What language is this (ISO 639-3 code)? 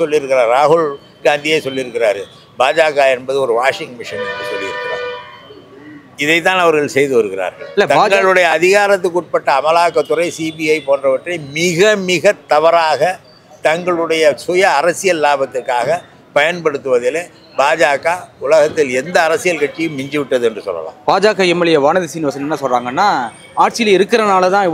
tam